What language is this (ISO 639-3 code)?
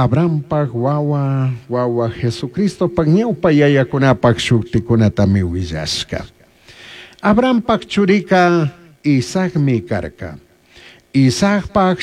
qug